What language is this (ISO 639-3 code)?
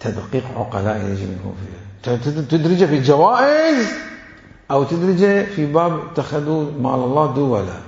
acm